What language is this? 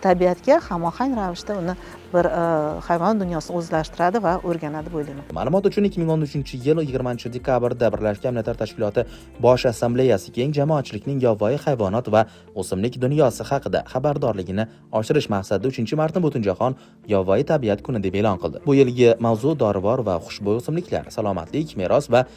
Uzbek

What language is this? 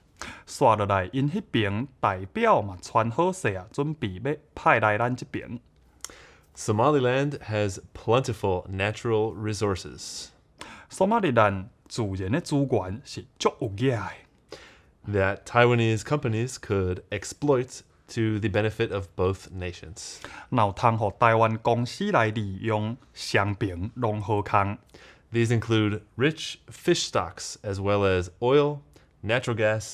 Min Nan Chinese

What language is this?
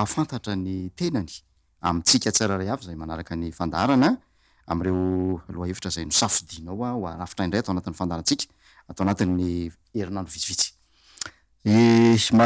Malagasy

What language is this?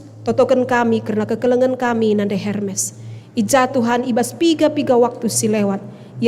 Batak Karo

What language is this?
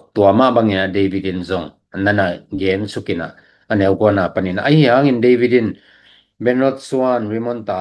Tedim Chin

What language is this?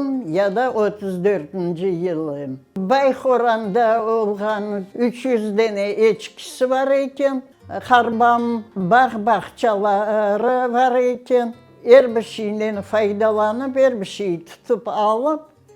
Crimean Tatar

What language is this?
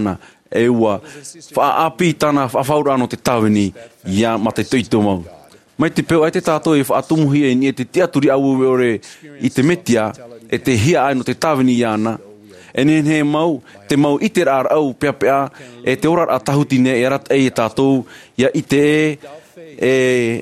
Tahitian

